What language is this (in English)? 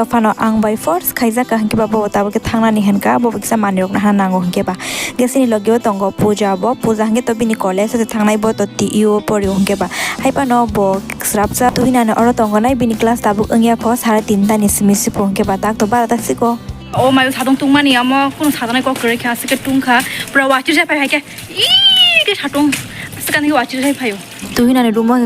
Kok Borok